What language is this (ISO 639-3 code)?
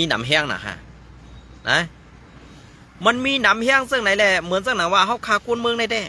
shn